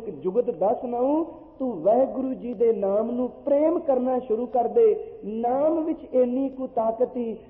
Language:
Punjabi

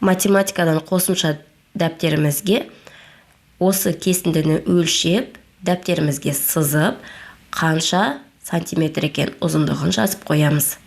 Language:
Kazakh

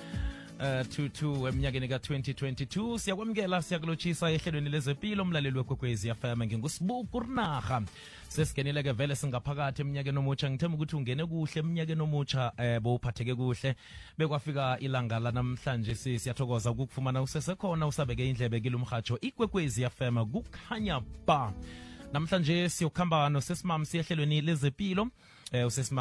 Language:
South Ndebele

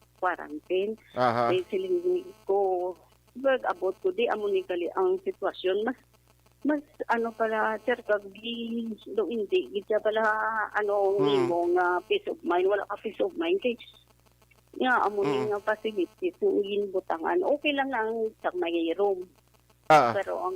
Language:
Hiligaynon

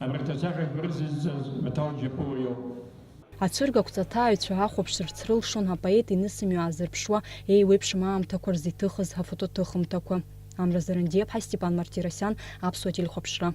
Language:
Abkhazian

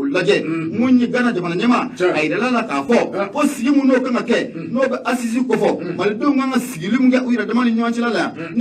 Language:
Bambara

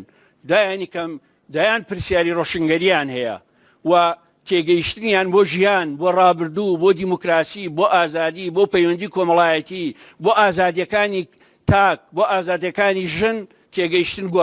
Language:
Central Kurdish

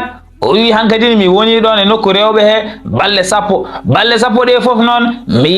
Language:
Fula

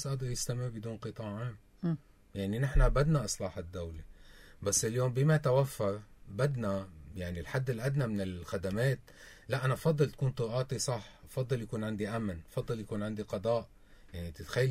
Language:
North Levantine Arabic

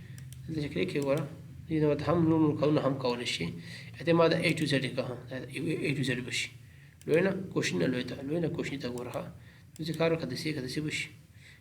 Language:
Pashto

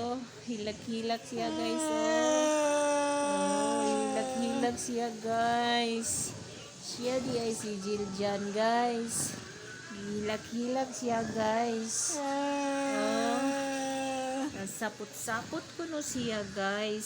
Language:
Cebuano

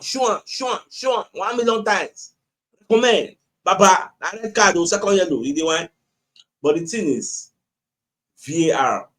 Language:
Nigerian Pidgin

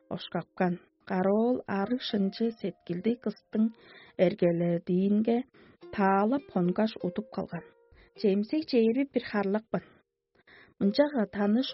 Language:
Tuvinian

